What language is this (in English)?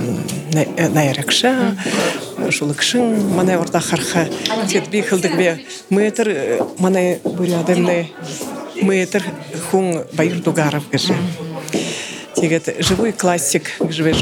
Buriat